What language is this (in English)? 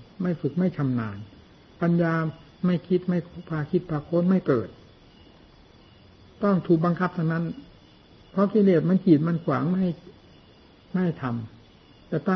Thai